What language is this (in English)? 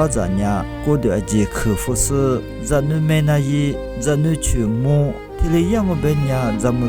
Lisu